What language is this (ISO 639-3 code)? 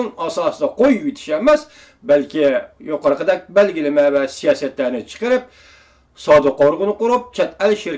uig